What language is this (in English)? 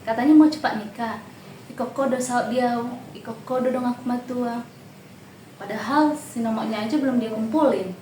Batak Toba